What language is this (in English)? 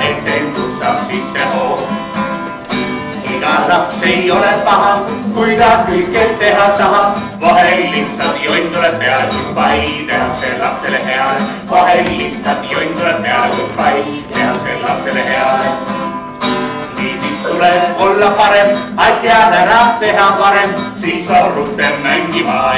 Estonian